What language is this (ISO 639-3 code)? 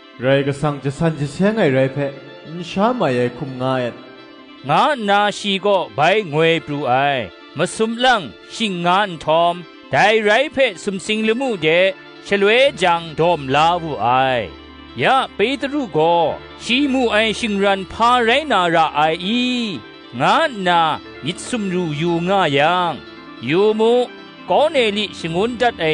kac